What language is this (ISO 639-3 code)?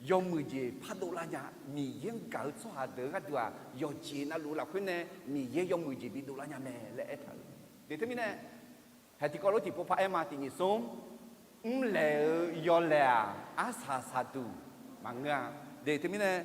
ahk